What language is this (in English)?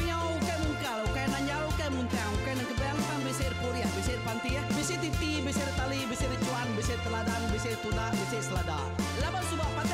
Iban